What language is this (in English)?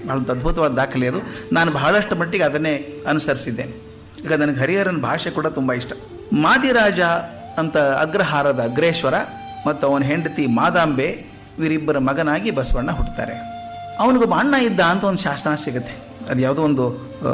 Kannada